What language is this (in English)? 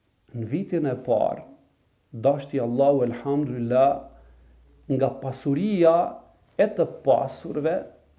Albanian